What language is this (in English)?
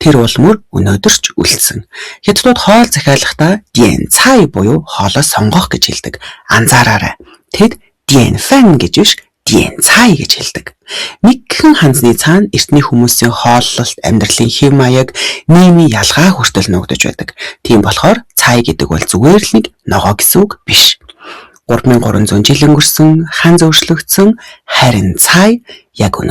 Mongolian